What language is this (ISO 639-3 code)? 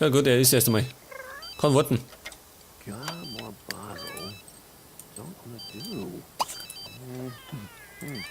bar